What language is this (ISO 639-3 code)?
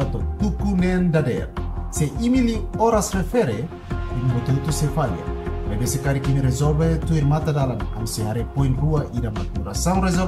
tet